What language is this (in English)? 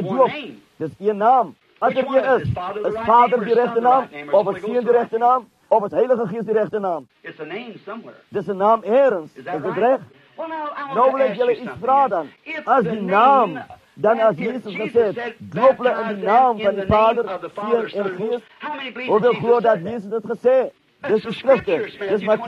Afrikaans